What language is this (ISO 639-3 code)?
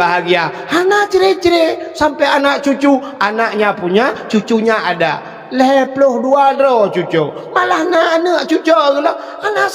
ace